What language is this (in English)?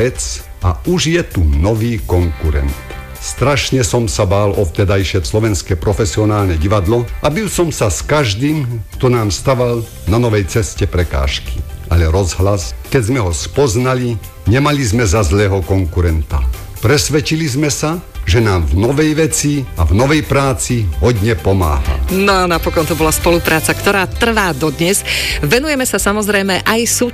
Slovak